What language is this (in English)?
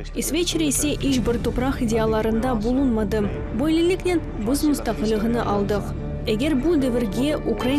Crimean Tatar